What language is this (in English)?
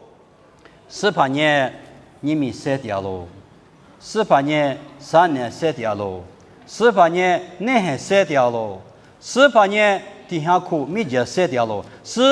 Lisu